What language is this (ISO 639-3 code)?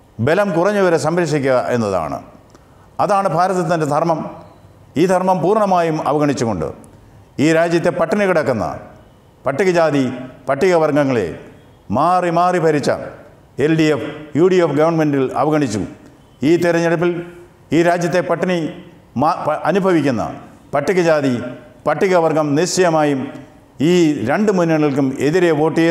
mal